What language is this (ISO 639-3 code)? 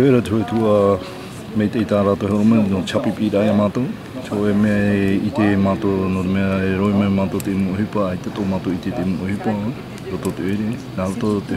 tah